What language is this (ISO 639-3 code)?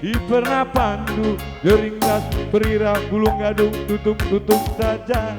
btx